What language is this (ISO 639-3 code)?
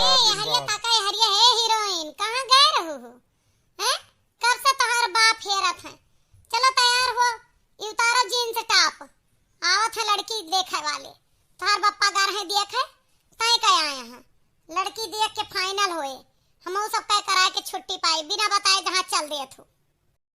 awa